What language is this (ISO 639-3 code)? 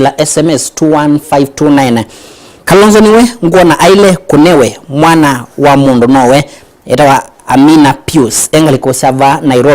kam